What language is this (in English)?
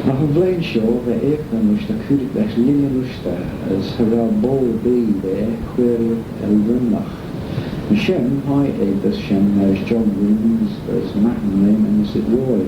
Manx